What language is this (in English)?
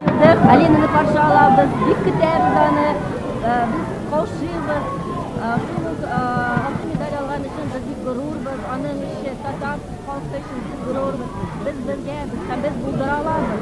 Tatar